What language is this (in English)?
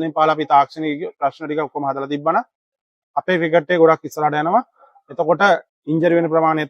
Sinhala